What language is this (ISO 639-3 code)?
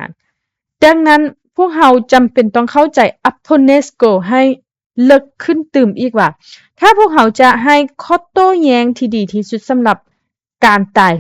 lao